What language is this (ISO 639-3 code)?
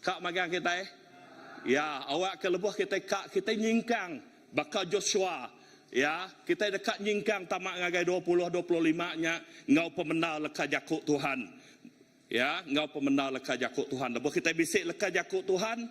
iba